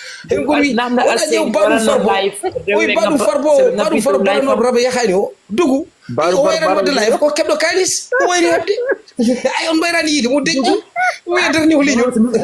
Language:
Fula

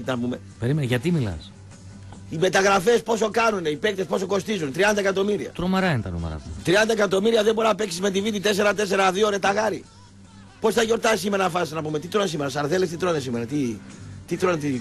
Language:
Greek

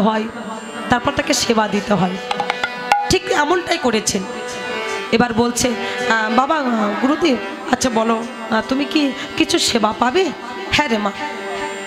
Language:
Bangla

